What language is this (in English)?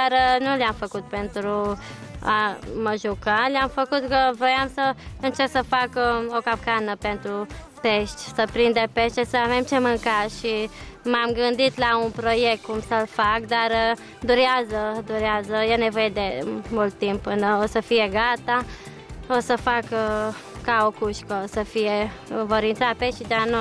Romanian